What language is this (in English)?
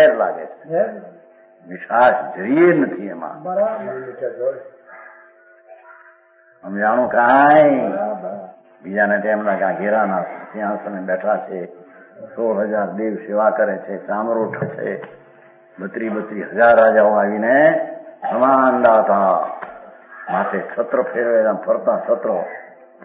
Gujarati